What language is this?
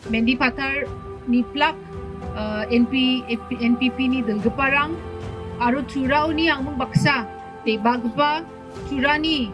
Garo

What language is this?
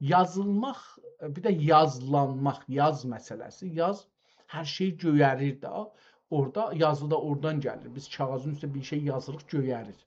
South Azerbaijani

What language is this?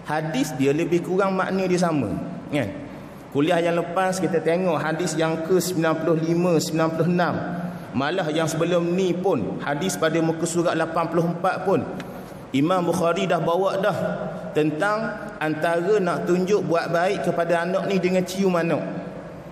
Malay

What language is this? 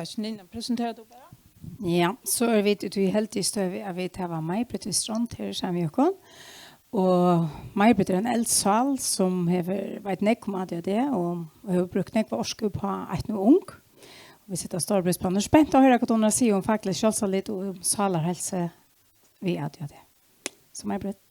Faroese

